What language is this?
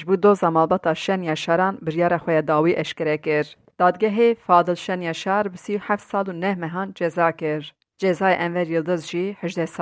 Kurdish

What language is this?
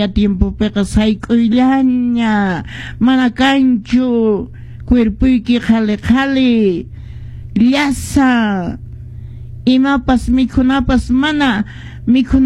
Quechua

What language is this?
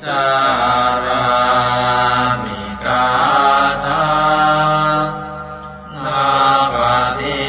Pali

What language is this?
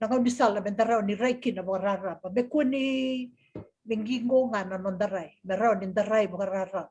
Fijian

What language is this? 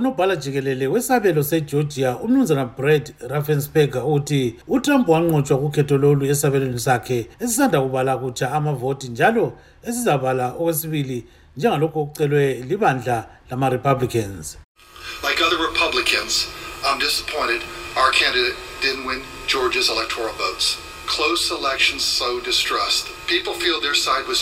North Ndebele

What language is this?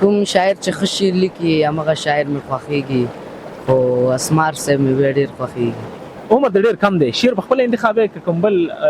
Pashto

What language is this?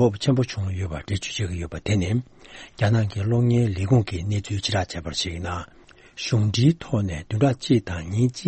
Tibetan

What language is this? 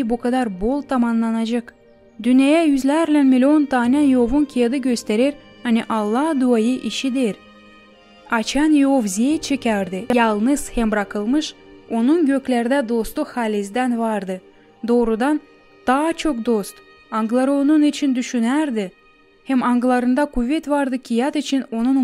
Gagauz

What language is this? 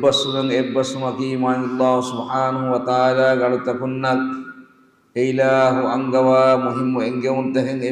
Divehi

